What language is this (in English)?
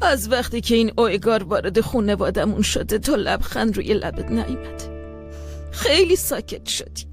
Persian